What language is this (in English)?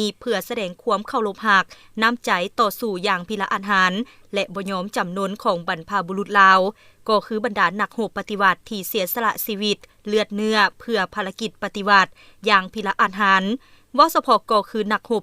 Lao